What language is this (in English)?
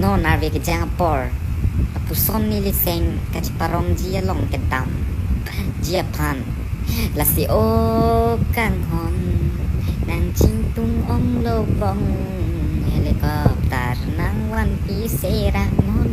Karbi